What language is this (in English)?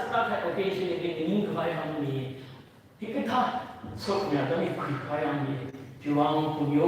Tangkhul Naga (India)